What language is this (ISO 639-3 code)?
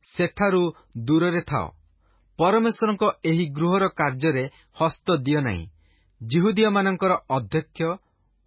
ori